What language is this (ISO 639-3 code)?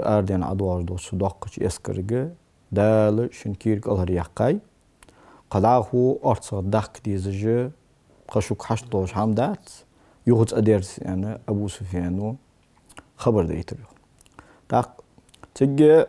inh